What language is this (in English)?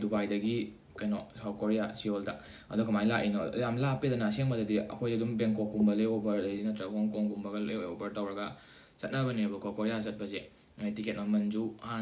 Manipuri